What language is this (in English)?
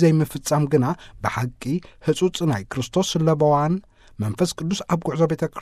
Tigrinya